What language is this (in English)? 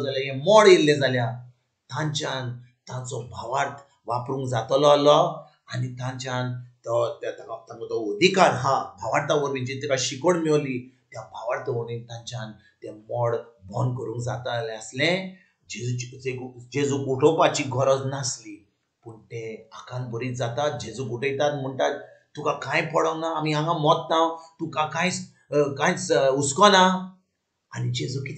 Konkani